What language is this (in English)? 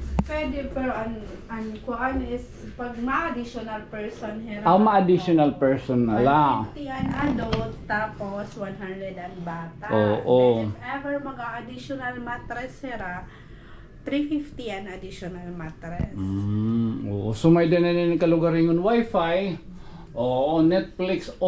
Waray